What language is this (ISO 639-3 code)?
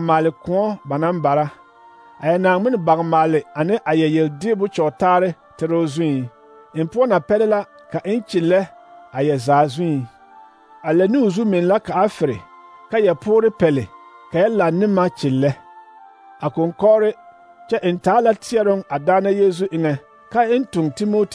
dga